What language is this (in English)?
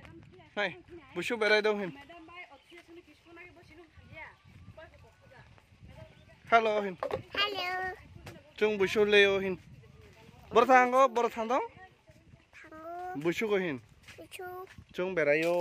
Kok Borok